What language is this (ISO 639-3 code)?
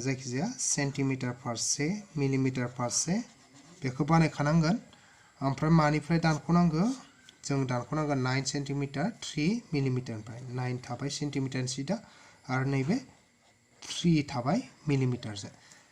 brx